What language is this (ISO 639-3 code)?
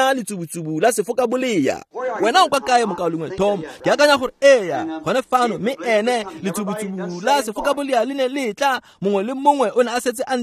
tsn